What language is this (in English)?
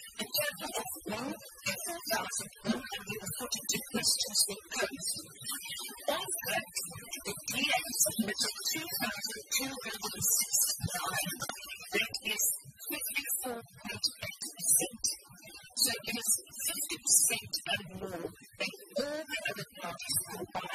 English